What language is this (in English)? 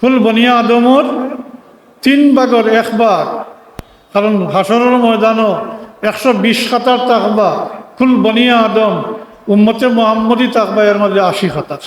Sylheti